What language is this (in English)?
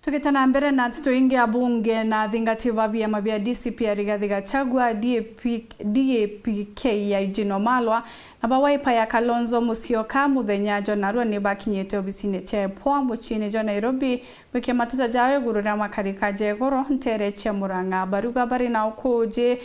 Meru